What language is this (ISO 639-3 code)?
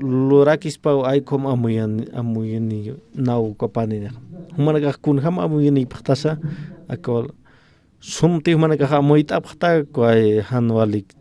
aym